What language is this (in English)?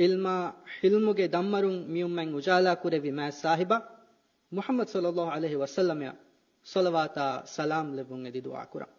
Divehi